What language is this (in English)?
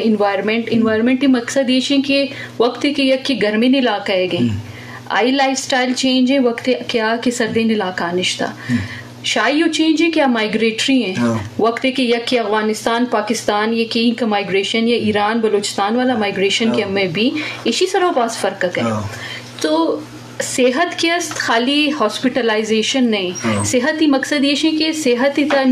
Eastern Balochi